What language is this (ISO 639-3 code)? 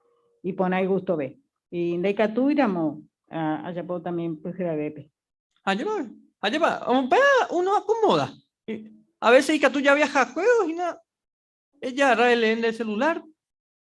grn